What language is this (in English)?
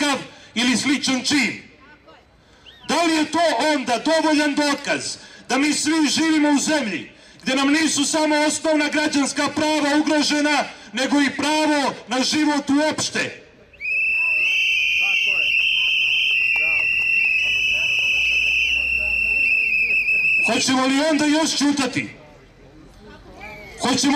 Serbian